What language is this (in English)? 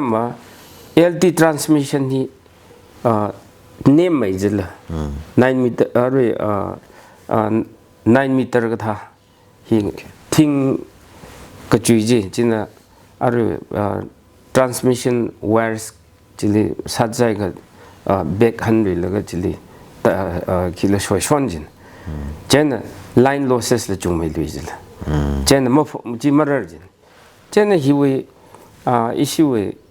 Tangkhul Naga (India)